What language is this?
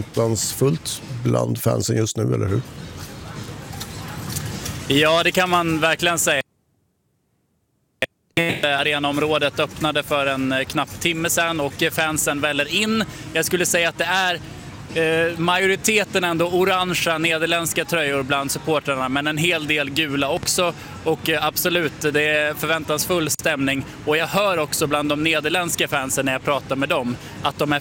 Swedish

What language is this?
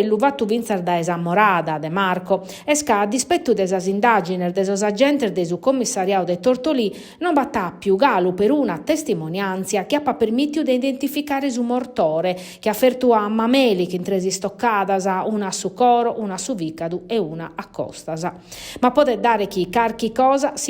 Sardinian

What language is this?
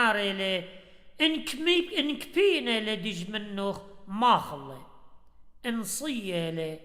Assyrian Neo-Aramaic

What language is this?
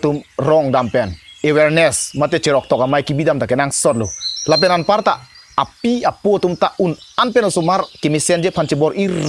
Karbi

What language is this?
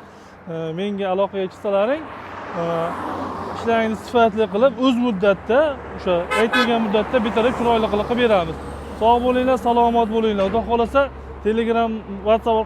Uzbek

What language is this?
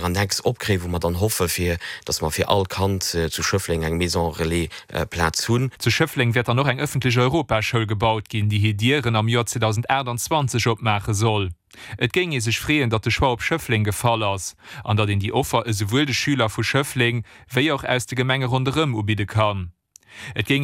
Luxembourgish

